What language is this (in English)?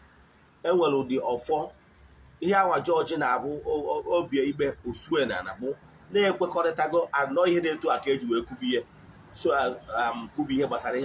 Igbo